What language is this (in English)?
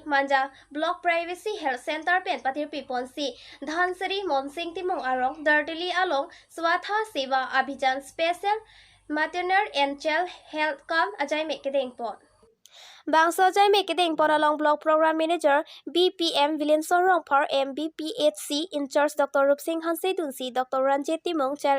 Karbi